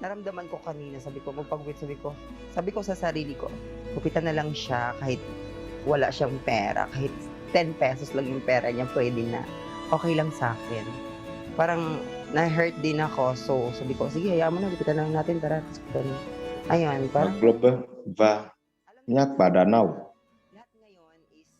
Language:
Ewe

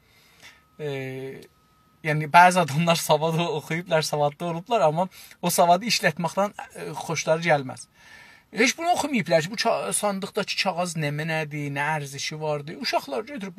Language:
South Azerbaijani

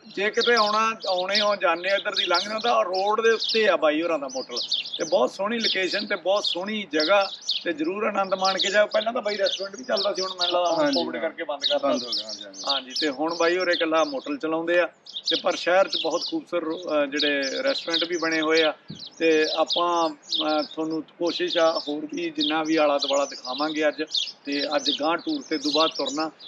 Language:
Punjabi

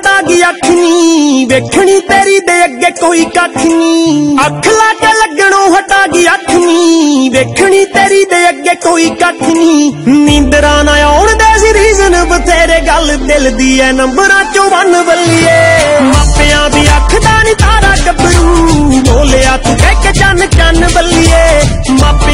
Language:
Punjabi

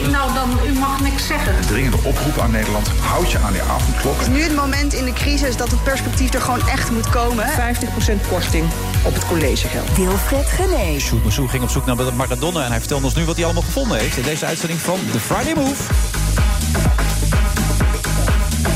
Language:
Dutch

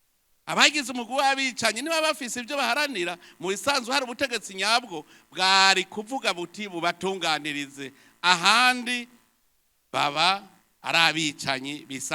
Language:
Rundi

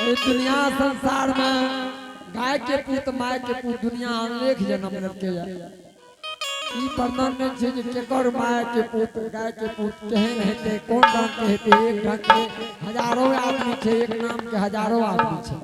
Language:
Angika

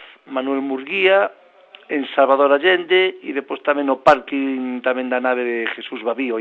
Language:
Galician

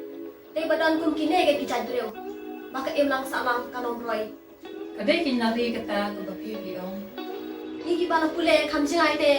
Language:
Khasi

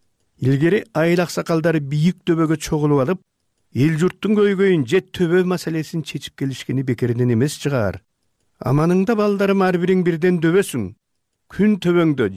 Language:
Kyrgyz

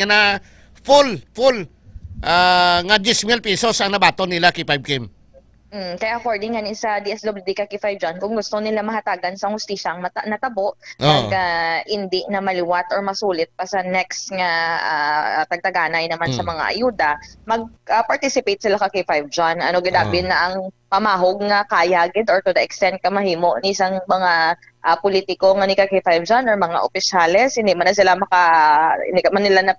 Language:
Hiligaynon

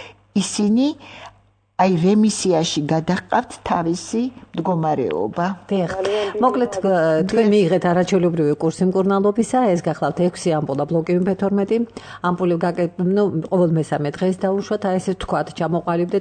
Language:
Georgian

